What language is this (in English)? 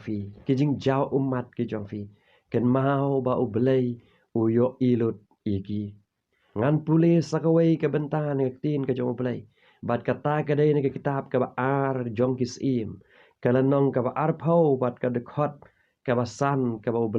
Khasi